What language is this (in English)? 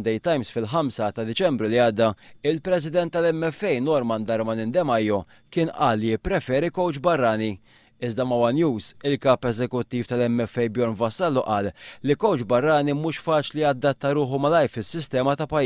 Maltese